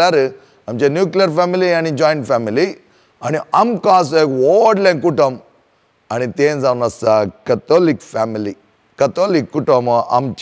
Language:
Konkani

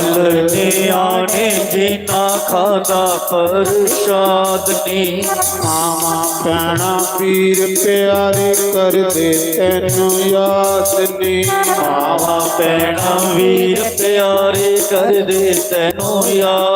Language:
Dogri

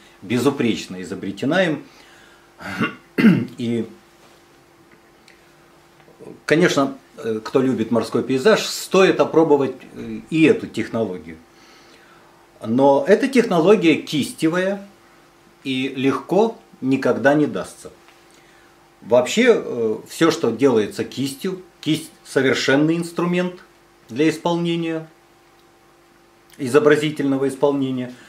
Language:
Russian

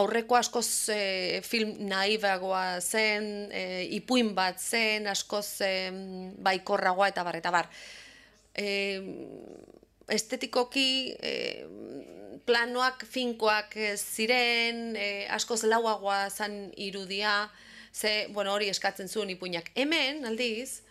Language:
Basque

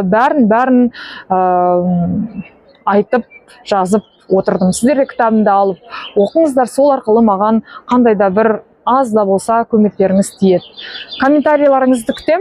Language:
Kazakh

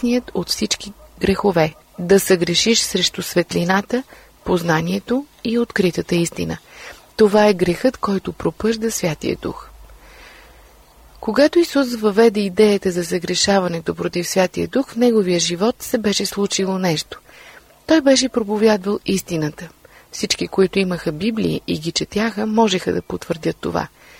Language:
Bulgarian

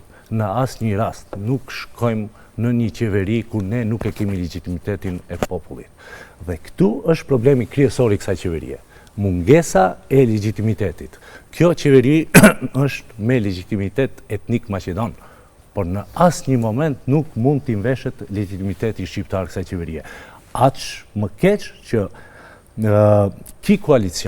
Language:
Albanian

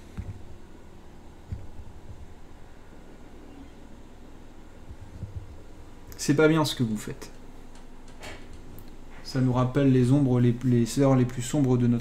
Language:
French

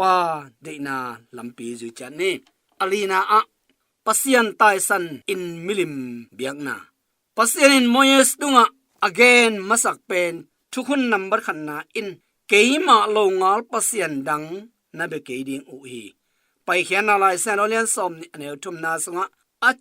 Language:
Tedim Chin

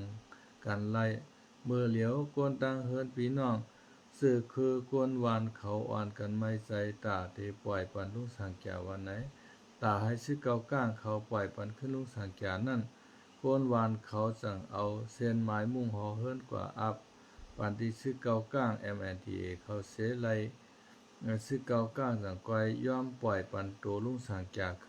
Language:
Shan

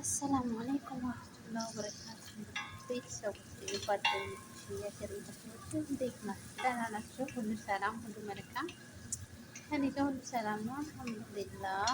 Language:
Amharic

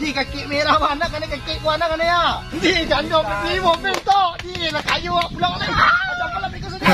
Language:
Minangkabau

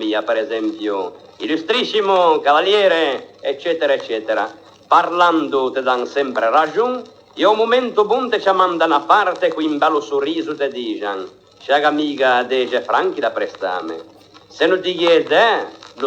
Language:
Ligurian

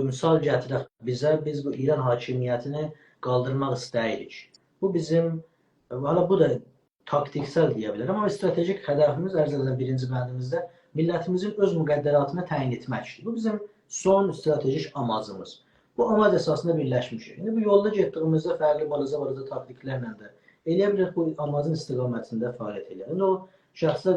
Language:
South Azerbaijani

